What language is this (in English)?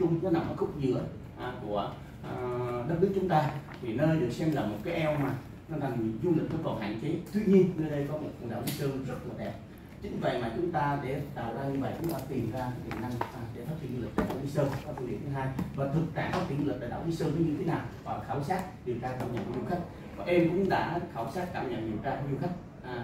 Vietnamese